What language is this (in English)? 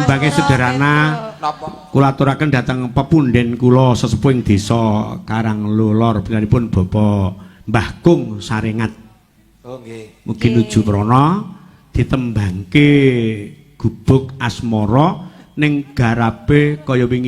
Javanese